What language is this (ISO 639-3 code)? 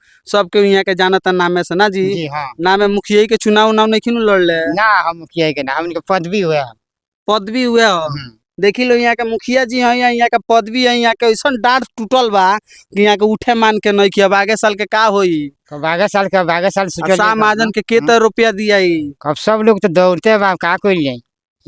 bho